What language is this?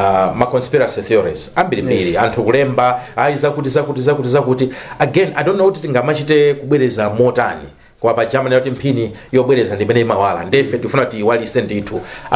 Nyanja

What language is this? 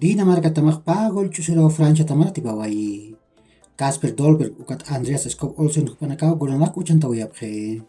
Aymara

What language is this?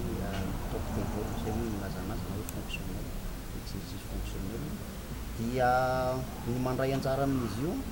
Malagasy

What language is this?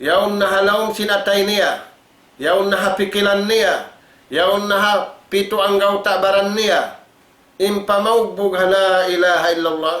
Tausug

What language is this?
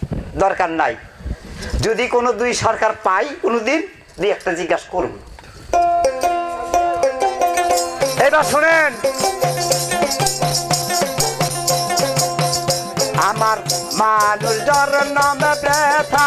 Bangla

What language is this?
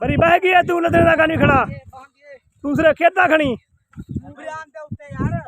Saraiki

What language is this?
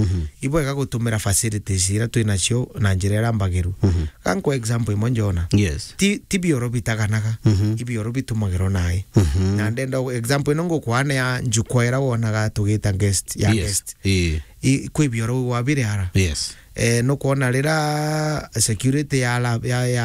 Meru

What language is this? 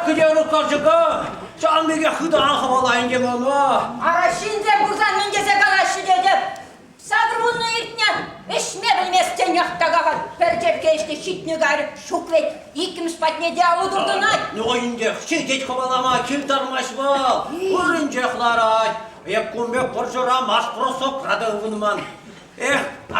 Chuvash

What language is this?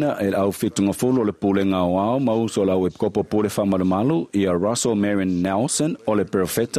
Samoan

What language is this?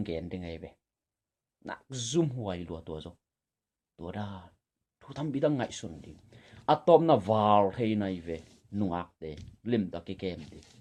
Tedim Chin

